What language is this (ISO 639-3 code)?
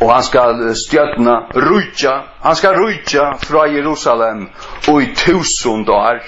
fao